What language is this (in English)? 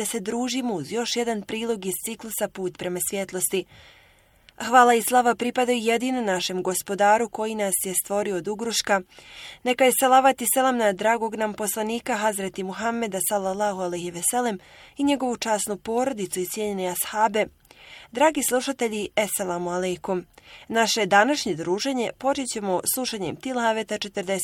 Bosnian